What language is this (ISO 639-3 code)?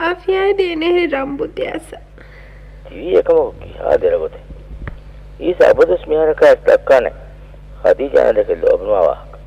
div